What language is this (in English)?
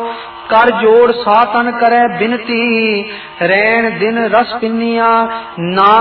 Punjabi